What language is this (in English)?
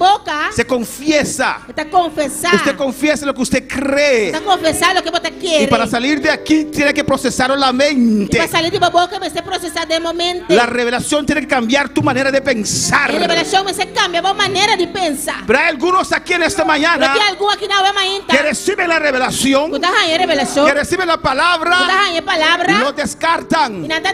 Papiamento